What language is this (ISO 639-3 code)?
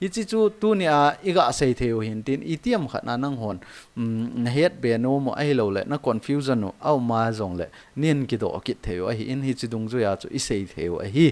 tcz